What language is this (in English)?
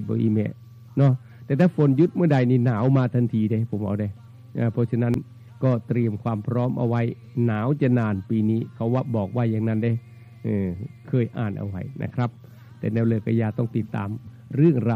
Northeastern Thai